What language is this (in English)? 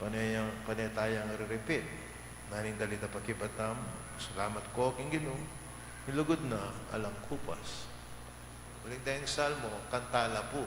Pampanga